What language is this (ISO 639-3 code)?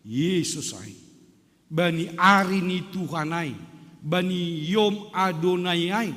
bts